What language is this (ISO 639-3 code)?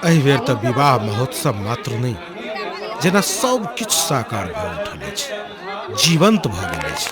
mai